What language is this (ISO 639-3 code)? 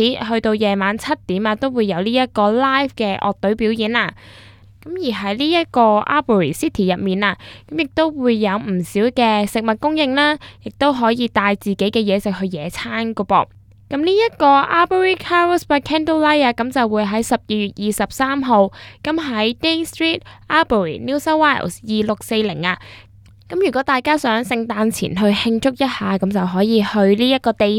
yue